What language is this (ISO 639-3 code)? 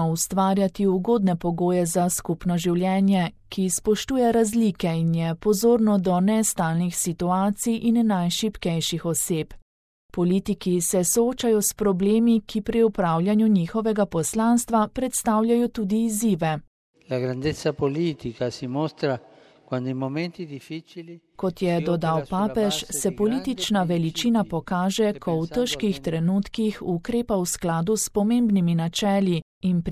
slv